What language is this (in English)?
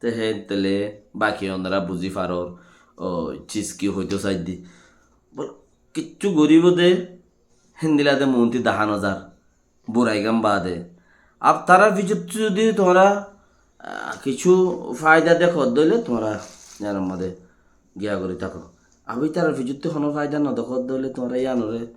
Rohingya